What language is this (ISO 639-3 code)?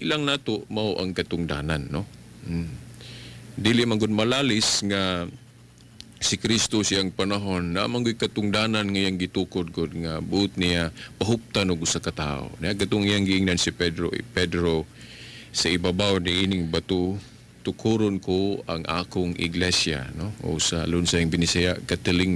ceb